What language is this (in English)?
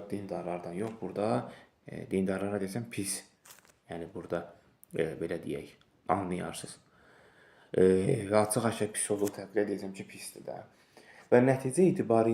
Azerbaijani